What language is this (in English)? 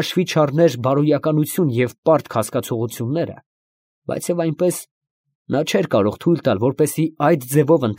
Armenian